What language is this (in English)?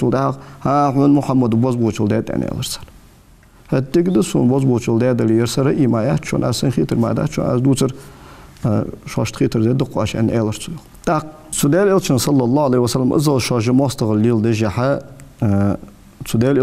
Ingush